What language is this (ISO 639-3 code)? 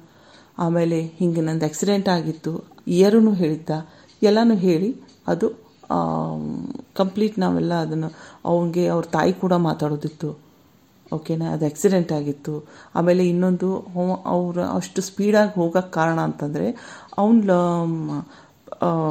kan